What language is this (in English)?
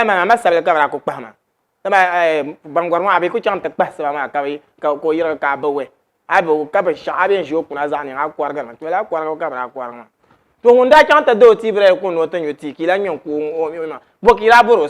Dagbani